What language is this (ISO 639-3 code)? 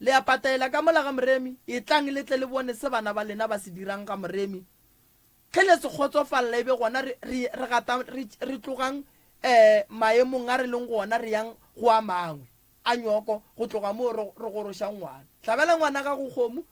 nso